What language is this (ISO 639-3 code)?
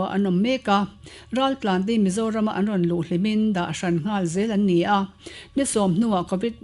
lus